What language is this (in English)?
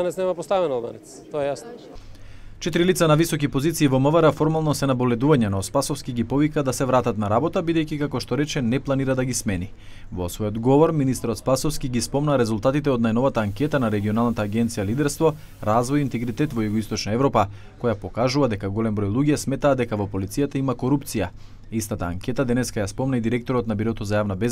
Macedonian